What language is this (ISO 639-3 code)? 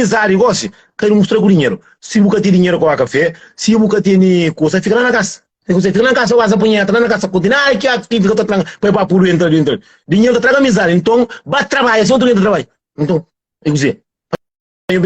kea